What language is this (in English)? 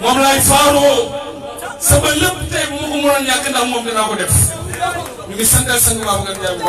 Wolof